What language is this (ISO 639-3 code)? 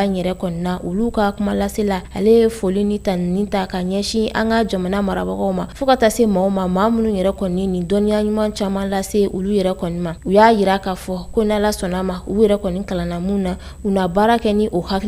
bam